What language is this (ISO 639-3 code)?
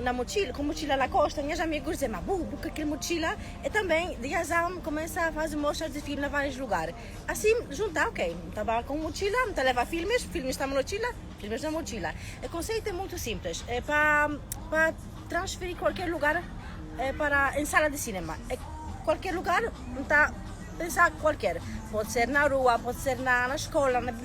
kea